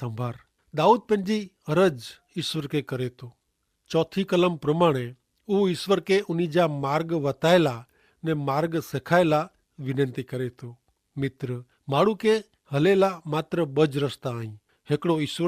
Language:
Kachhi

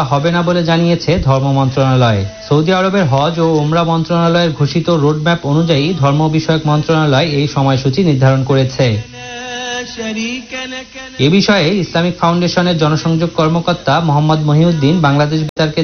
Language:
Bangla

